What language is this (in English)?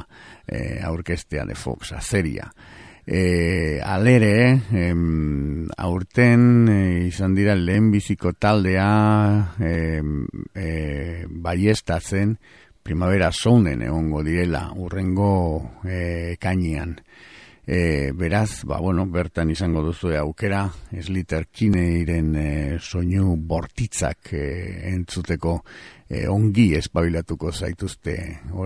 Basque